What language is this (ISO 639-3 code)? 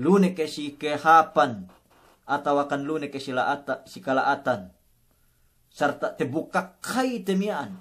yka